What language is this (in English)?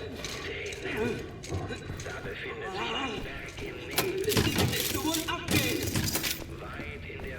Swiss German